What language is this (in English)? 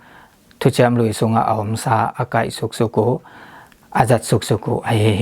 Tedim Chin